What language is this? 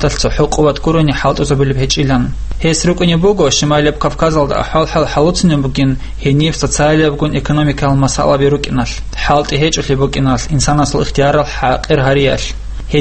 Avaric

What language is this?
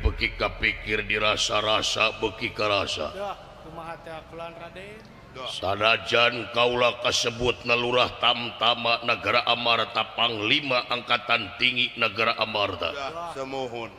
Sundanese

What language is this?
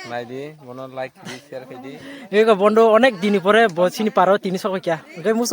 Kok Borok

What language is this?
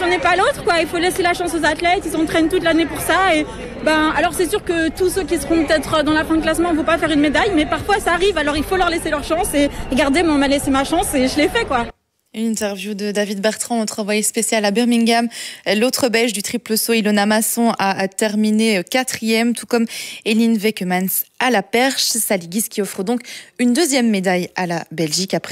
French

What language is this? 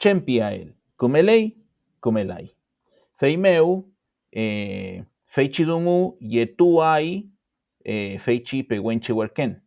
Mapuche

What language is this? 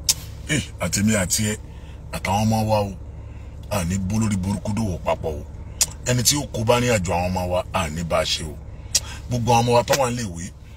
Yoruba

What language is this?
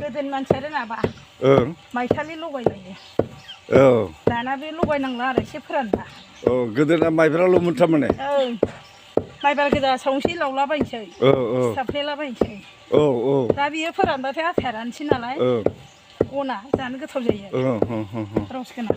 Bodo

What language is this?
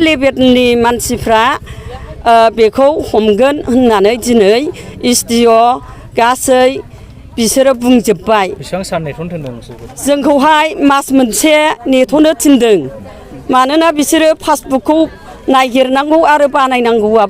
Bodo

